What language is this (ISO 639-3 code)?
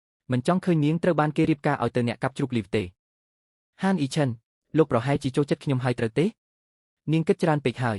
khm